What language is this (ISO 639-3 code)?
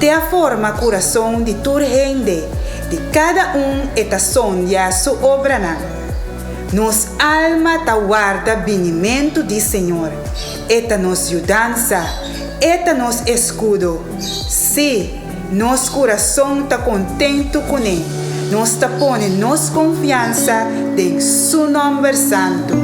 pap